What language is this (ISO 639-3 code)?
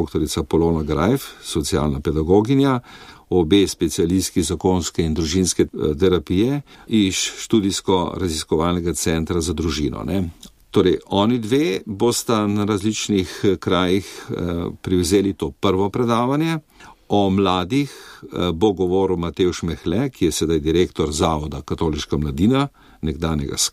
slv